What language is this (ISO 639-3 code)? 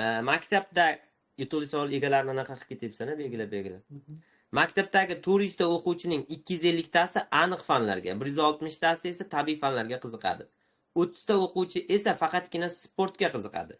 uzb